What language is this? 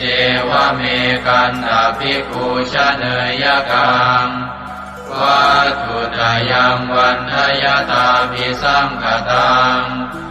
Pali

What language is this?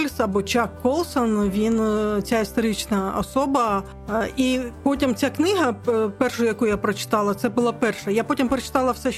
Ukrainian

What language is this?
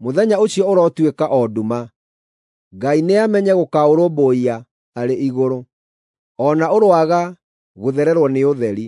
Kikuyu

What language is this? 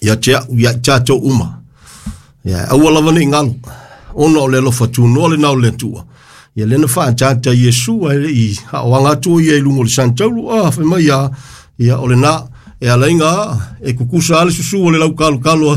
Samoan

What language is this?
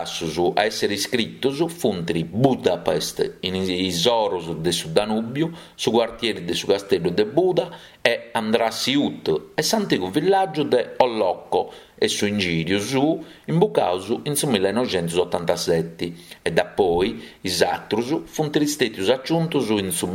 Sardinian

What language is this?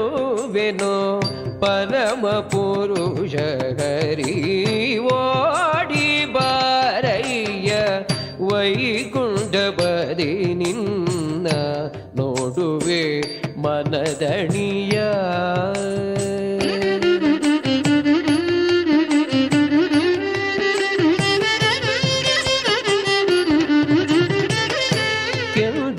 Kannada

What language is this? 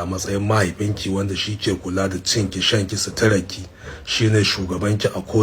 Hausa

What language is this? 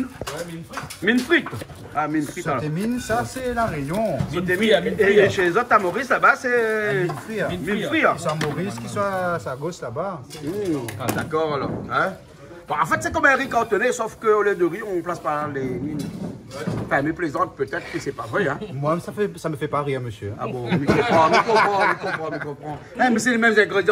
Réunion Creole French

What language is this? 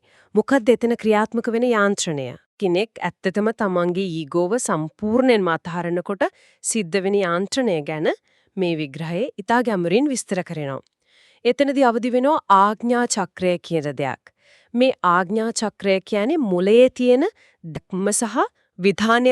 Sinhala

